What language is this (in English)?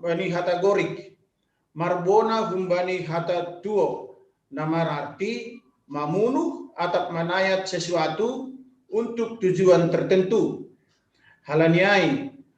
Batak Simalungun